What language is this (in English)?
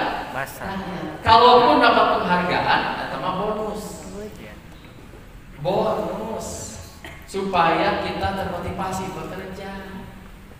Indonesian